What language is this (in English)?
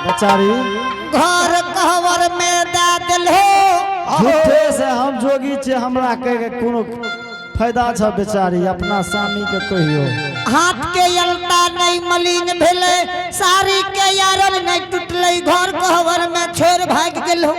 Angika